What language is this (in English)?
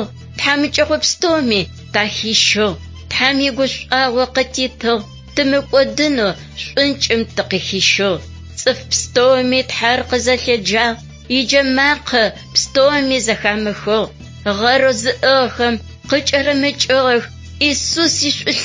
Adyghe